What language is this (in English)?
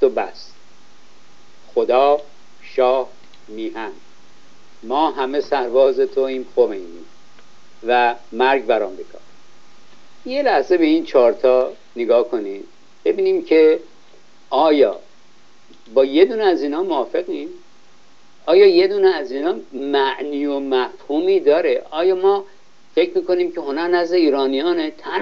Persian